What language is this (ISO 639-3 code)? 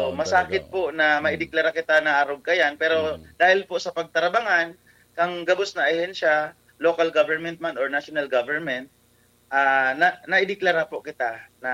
bik